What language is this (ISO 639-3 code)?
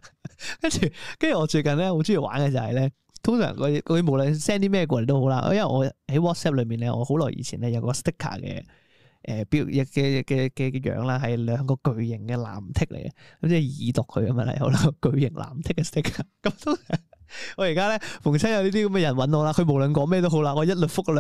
yue